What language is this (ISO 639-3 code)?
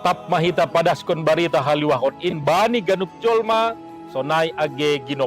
bts